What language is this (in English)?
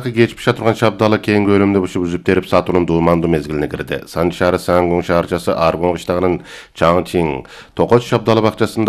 Kyrgyz